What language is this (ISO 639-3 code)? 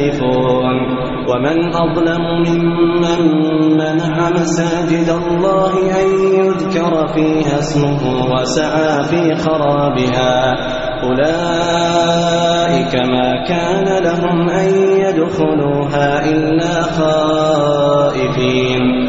ara